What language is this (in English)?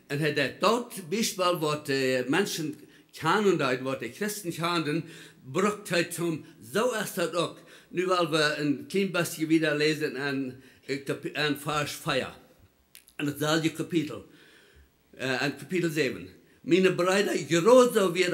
Plautdietsch